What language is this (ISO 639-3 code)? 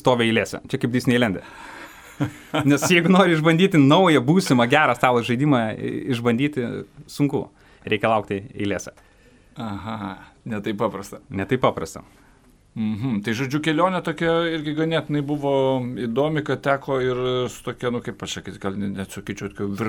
lit